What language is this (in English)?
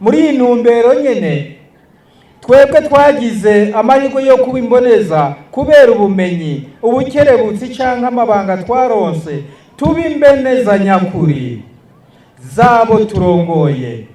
Rundi